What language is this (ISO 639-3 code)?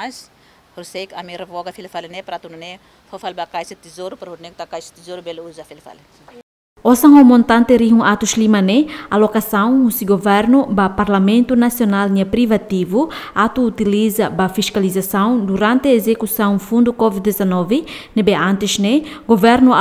tet